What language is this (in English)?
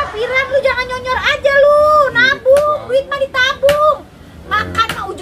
Betawi